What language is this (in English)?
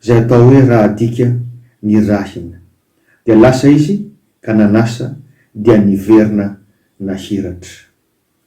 Malagasy